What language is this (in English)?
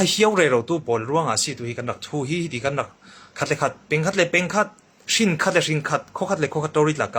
Hakha Chin